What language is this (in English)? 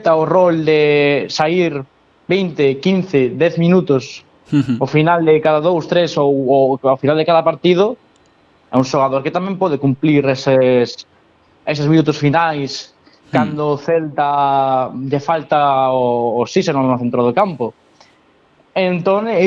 Galician